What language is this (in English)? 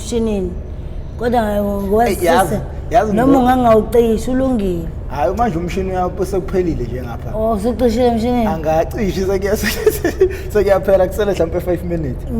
Zulu